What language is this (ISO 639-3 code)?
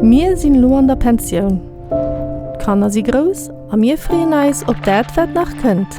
ltz